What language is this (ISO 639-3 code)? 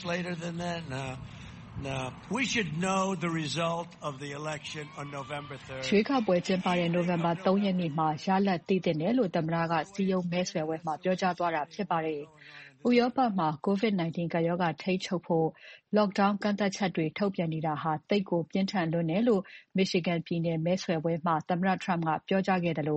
mya